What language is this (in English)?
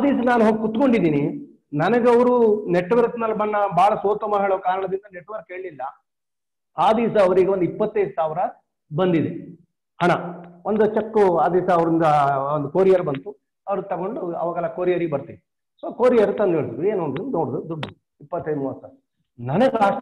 Kannada